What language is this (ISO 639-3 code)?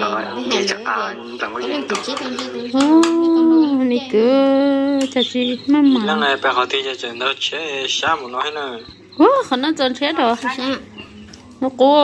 vie